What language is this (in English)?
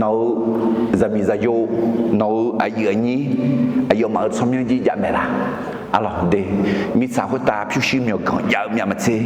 Akha